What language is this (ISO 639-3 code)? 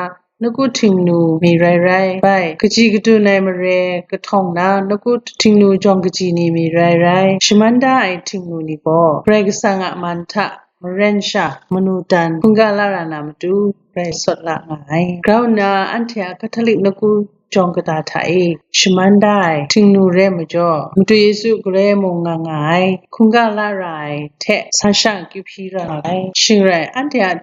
kac